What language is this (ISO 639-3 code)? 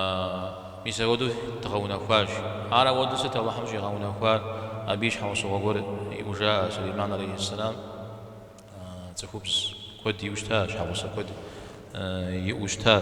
kbd